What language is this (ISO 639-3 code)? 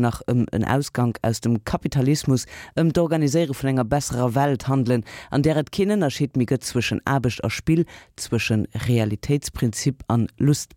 ltz